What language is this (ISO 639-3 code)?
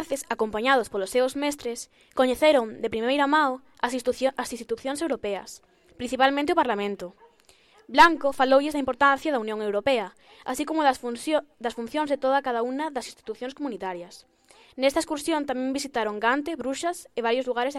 glg